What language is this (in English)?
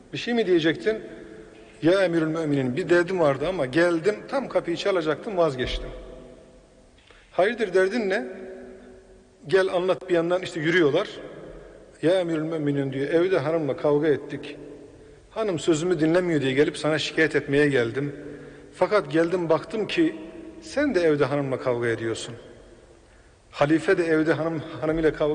Turkish